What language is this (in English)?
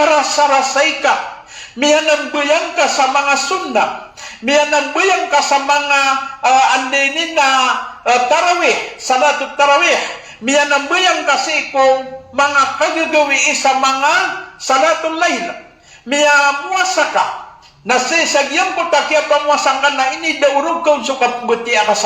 Maranao